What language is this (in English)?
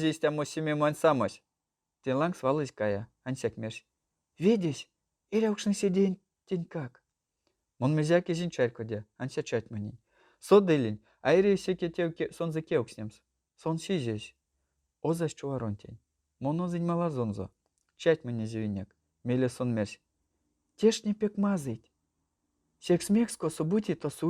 Erzya